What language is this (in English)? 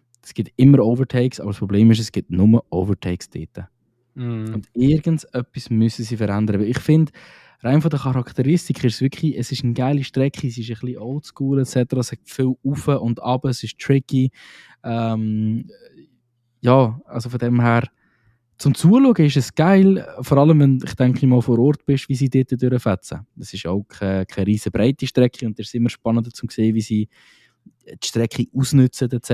Swiss German